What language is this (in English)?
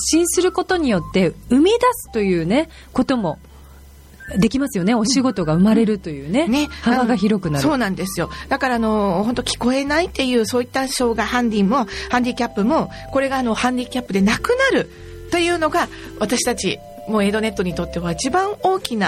Japanese